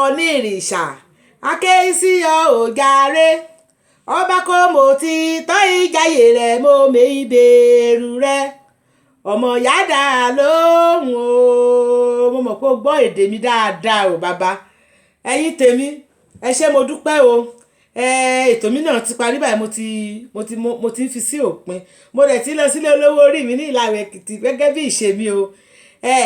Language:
Yoruba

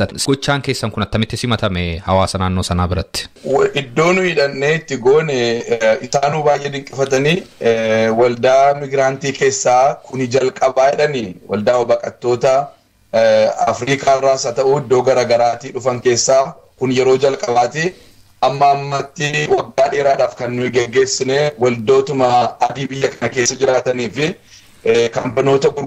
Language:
Oromo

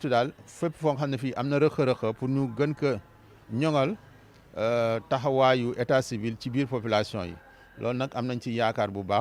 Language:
Wolof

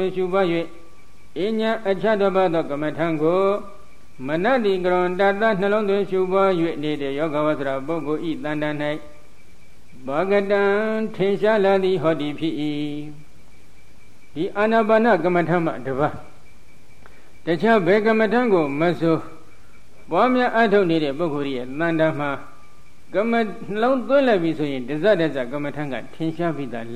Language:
Burmese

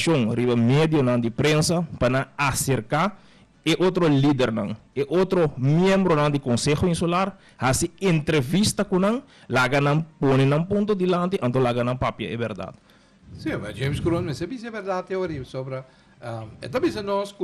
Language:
Papiamento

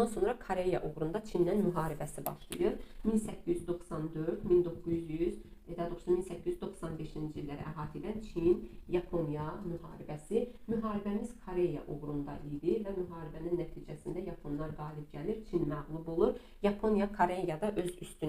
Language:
Azerbaijani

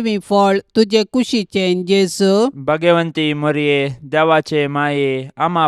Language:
Konkani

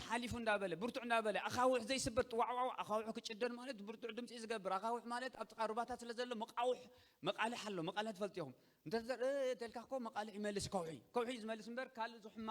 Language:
Tigrinya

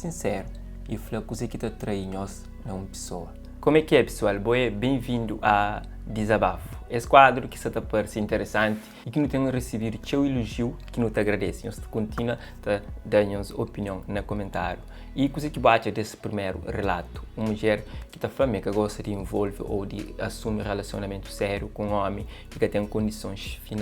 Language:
Kabuverdianu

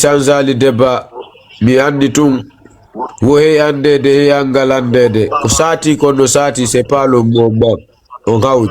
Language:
Fula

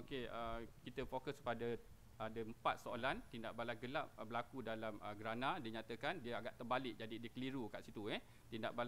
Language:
Malay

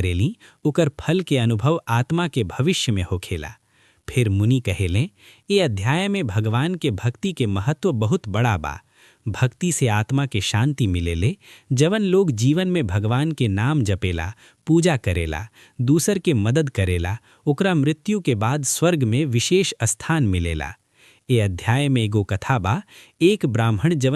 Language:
Bhojpuri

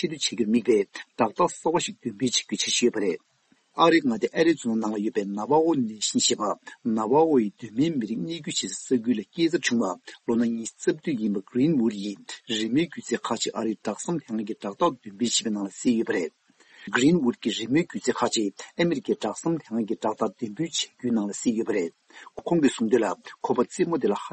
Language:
Tibetan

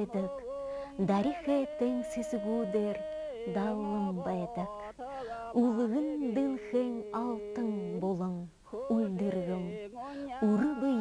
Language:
Buriat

